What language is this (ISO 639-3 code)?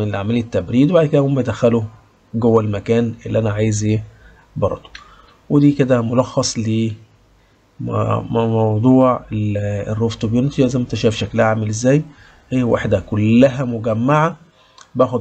arz